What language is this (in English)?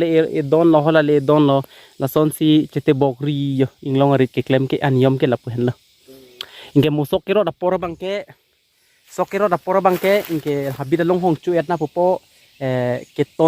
Karbi